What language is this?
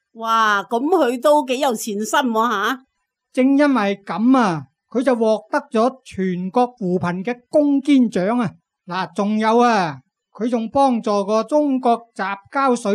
Cantonese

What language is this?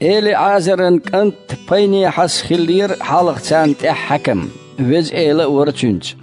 Chechen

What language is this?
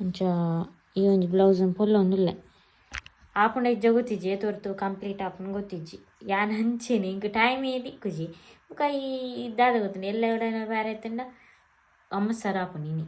Tulu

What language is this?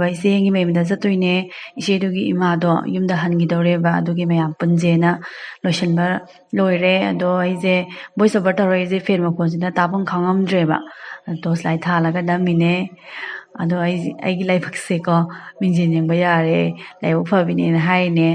Manipuri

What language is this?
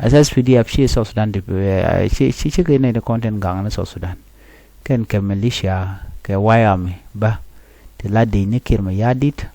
Nuer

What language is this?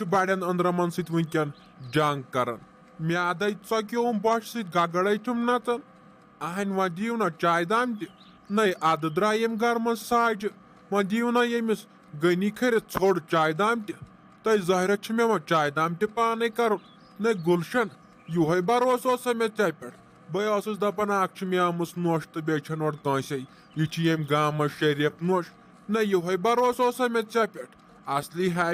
Kashmiri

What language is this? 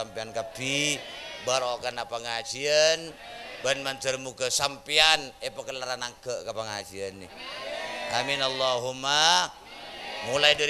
Madurese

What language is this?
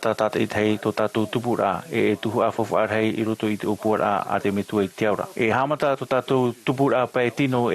Tahitian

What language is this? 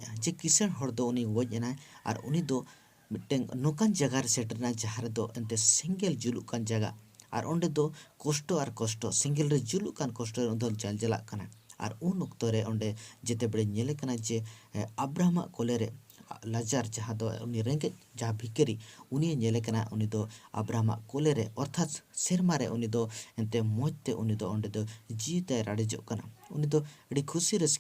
Santali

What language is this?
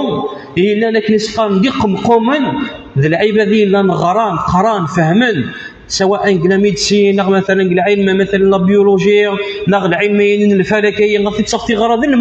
Kabyle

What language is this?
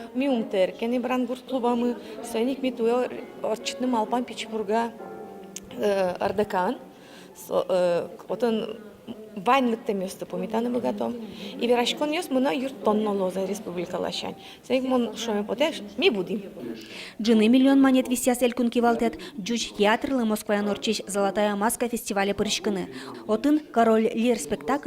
Udmurt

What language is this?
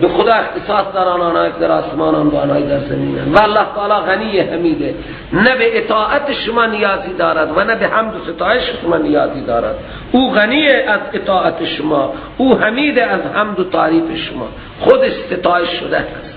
Persian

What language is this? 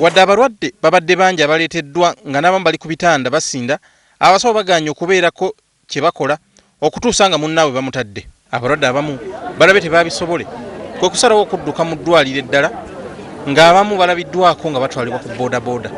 Ganda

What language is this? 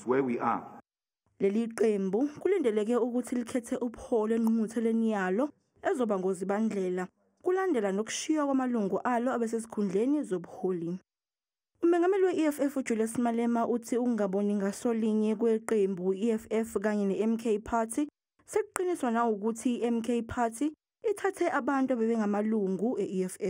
Zulu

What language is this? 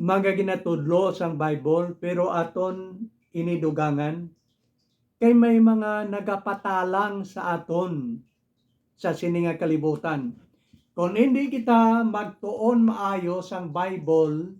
Hiligaynon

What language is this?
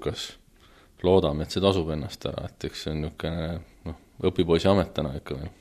Estonian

